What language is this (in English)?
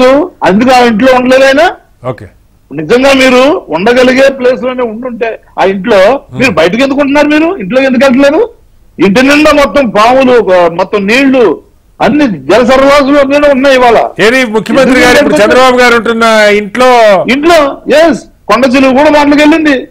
Telugu